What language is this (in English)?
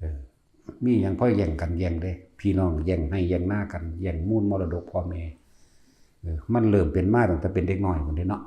Northeastern Thai